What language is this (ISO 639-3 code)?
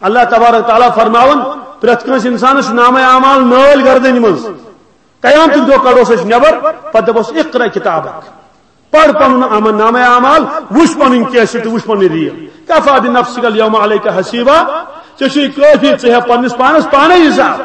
kas